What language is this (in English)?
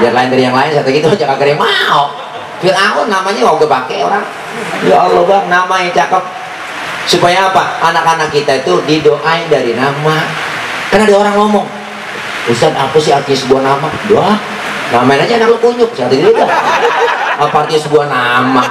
Betawi